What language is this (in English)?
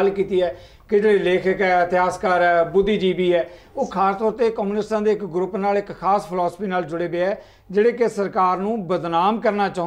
Punjabi